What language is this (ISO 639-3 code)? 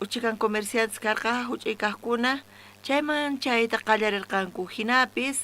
quh